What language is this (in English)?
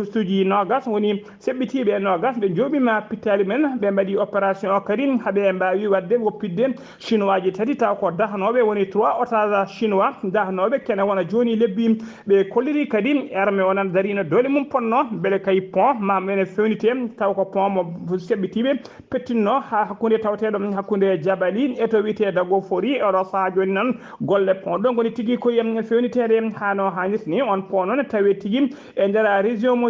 Fula